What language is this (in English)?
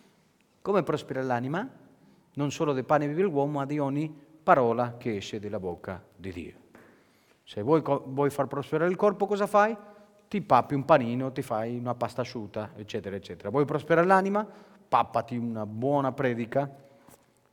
Italian